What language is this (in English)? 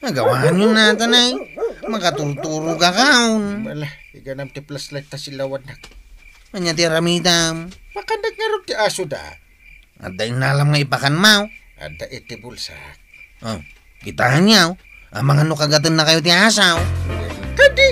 Iloko